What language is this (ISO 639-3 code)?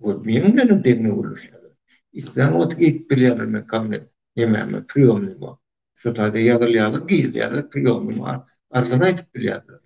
tuk